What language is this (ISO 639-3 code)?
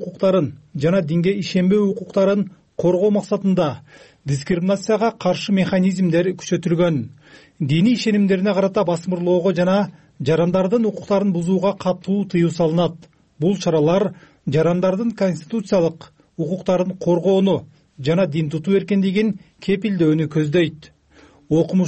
kir